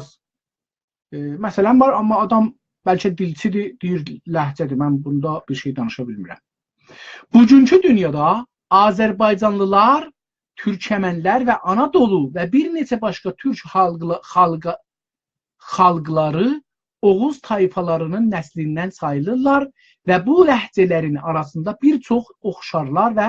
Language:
South Azerbaijani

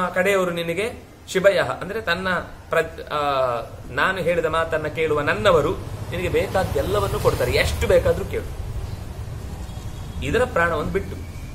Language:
Kannada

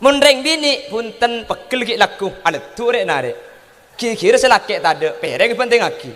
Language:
Madurese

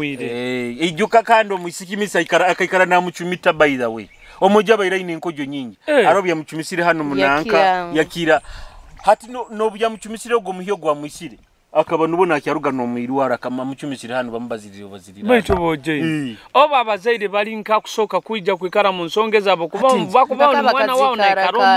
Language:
Nyoro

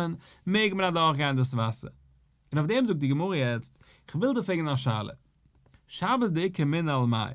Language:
Yiddish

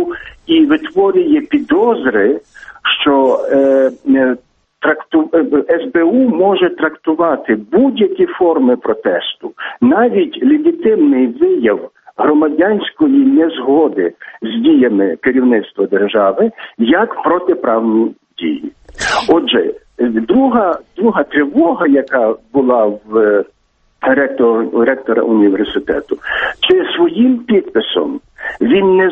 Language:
Ukrainian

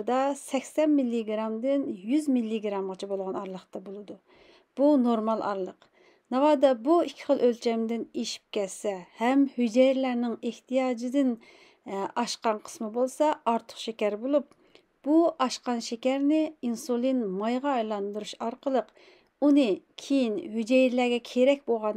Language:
Uyghur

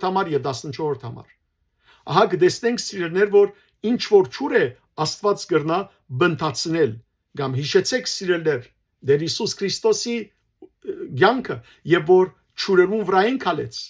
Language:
Western Armenian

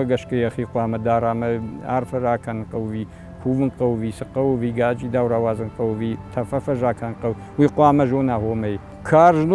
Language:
Ossetic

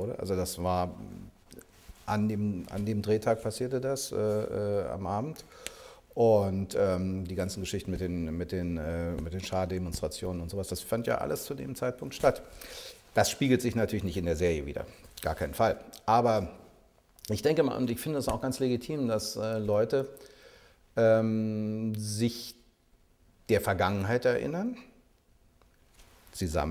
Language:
German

